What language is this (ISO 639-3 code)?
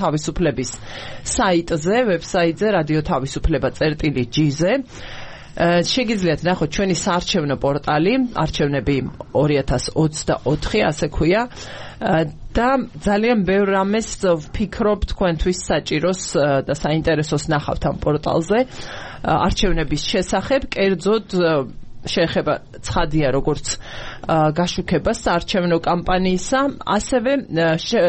kat